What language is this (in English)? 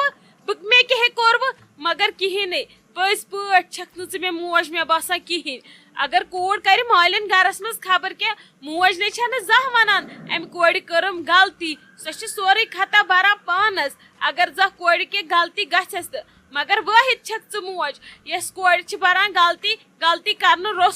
Kashmiri